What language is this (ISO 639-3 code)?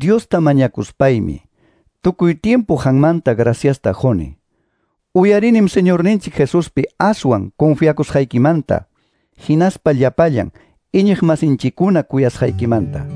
que